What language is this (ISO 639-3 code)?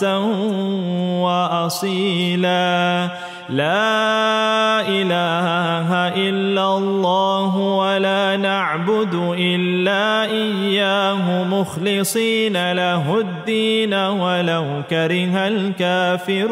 ara